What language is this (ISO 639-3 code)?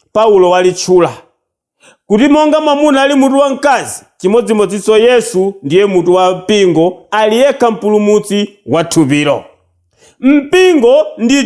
nya